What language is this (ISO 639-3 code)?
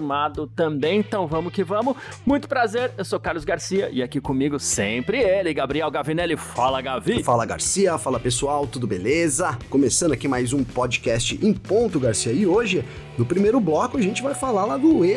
por